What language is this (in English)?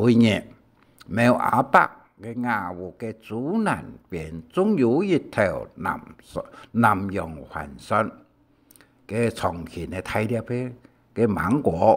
Hakka Chinese